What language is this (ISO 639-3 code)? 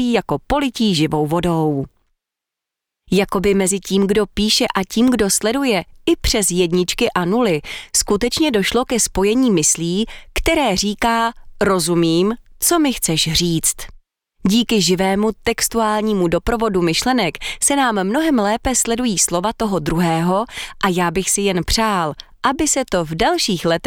ces